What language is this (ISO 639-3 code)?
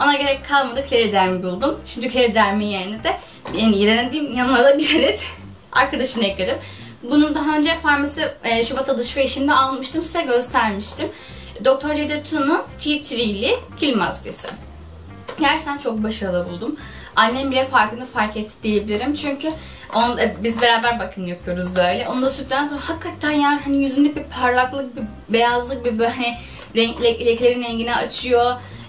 tur